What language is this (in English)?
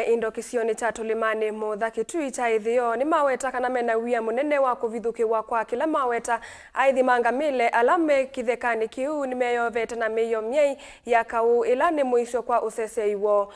Kamba